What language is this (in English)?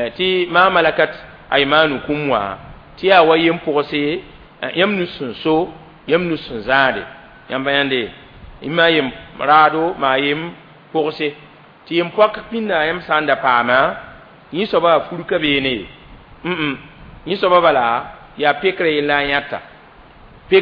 Mossi